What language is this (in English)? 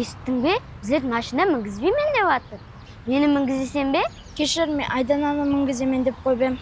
Kara-Kalpak